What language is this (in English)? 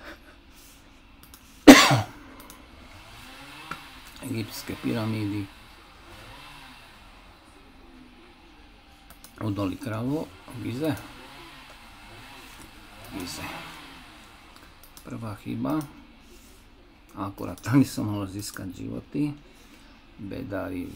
Slovak